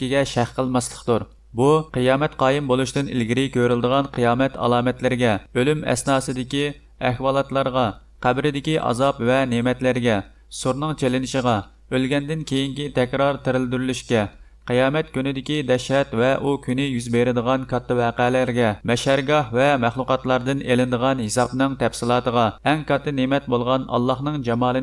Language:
Uyghur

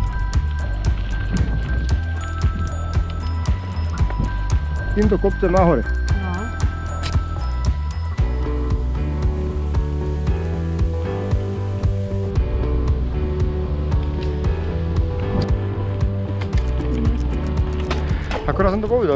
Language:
Slovak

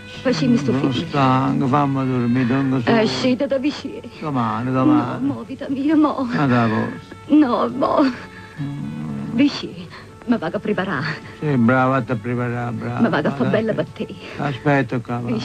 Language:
Neapolitan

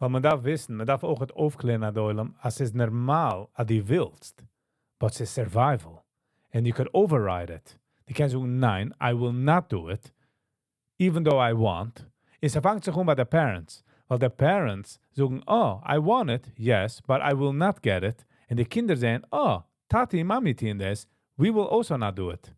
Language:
Yiddish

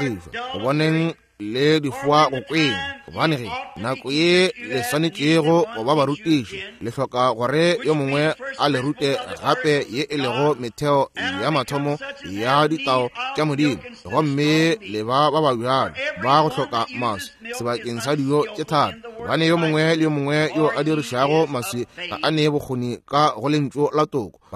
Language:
Northern Sotho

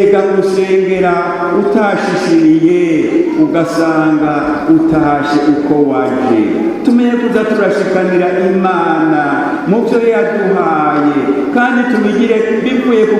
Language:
Rundi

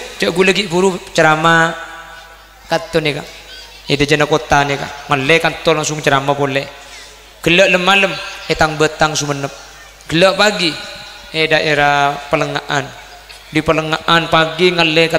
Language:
Madurese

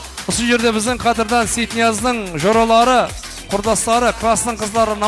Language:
Kara-Kalpak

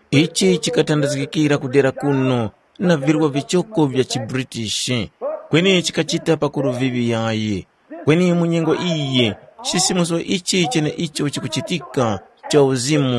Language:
Tumbuka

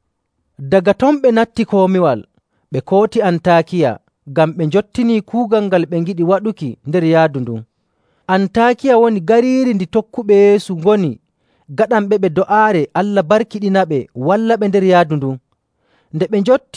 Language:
Nigerian Fulfulde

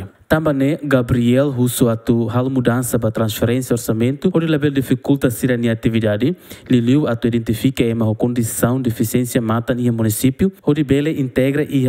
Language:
Tetum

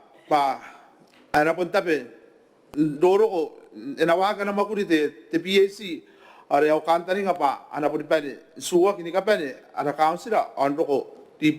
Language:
Gilbertese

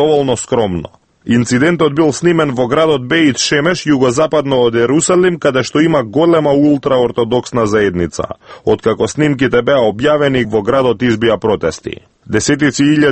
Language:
Macedonian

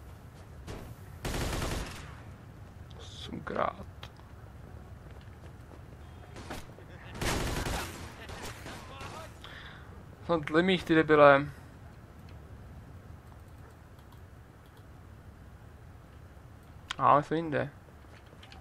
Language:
Czech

